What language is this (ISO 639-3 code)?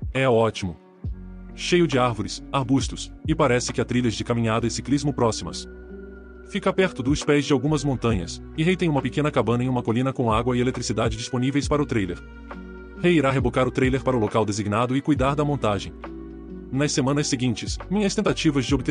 por